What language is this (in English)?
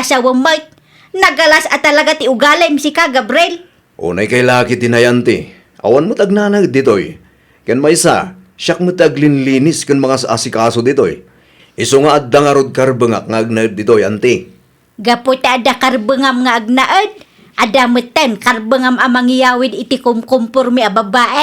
Iloko